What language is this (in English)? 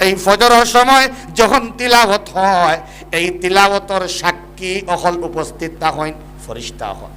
Sylheti